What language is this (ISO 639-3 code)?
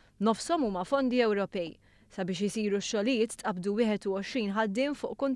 mlt